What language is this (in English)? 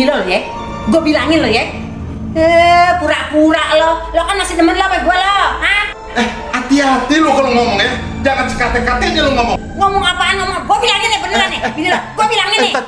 Betawi